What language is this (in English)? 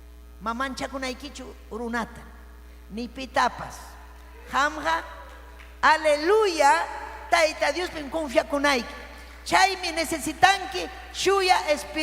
Ayacucho Quechua